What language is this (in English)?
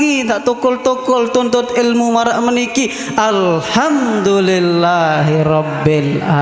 Sasak